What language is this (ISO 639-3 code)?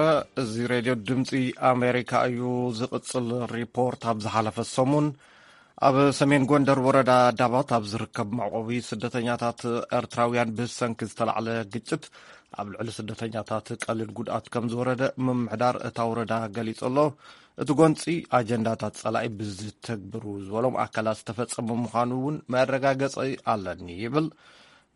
tir